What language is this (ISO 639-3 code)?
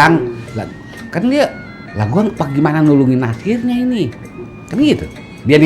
bew